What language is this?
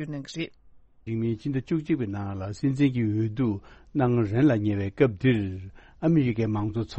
Tibetan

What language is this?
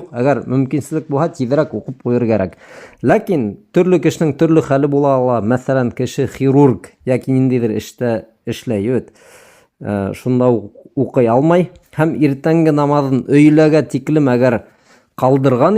Bashkir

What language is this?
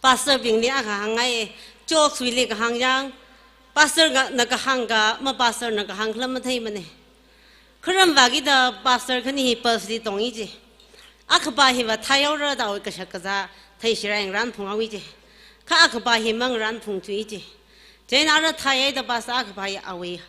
Tangkhul Naga (India)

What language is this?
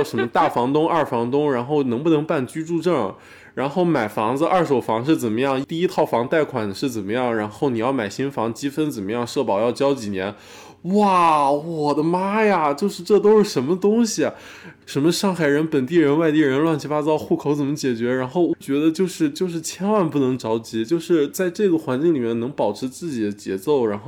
Chinese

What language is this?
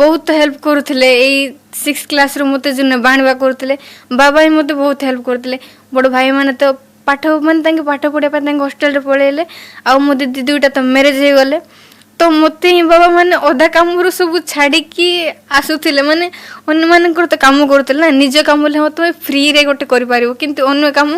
Odia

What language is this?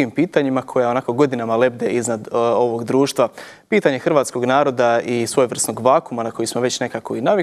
Bosnian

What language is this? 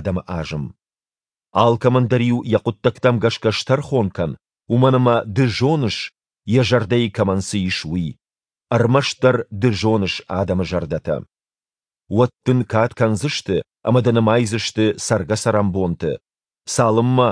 Ossetic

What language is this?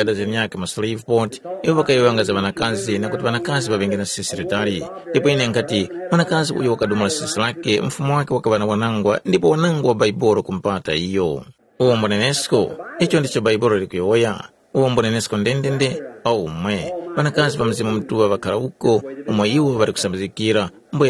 Tumbuka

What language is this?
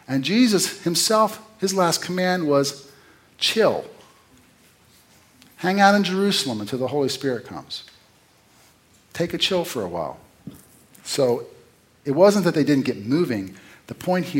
English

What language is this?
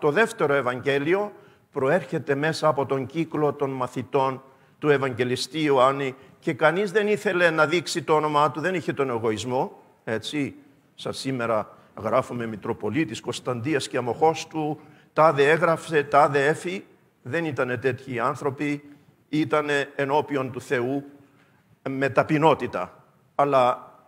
Greek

